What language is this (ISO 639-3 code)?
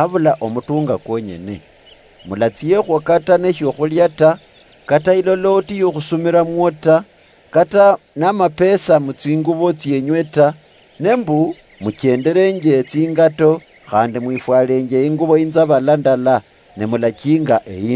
luy